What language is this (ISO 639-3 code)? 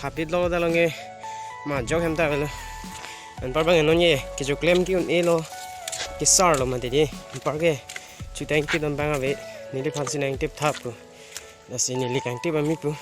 mjw